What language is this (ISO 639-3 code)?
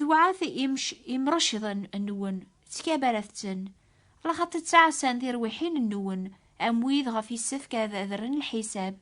kab